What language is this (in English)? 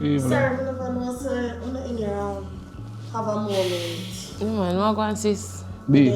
Jamaican Creole English